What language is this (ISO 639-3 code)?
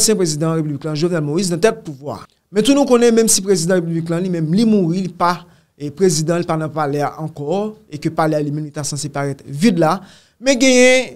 hat